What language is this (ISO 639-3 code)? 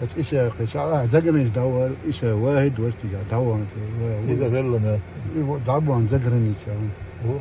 che